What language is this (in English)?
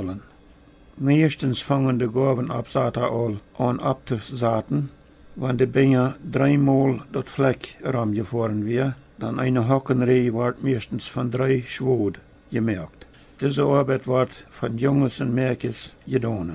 Plautdietsch